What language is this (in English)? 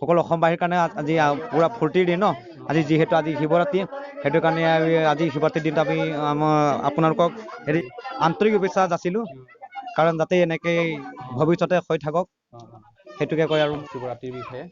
Assamese